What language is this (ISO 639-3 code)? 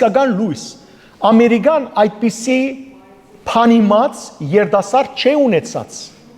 hyw